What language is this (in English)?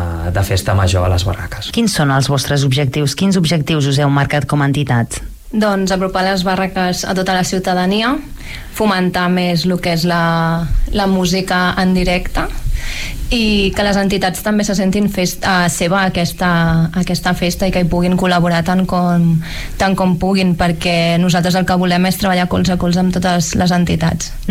Catalan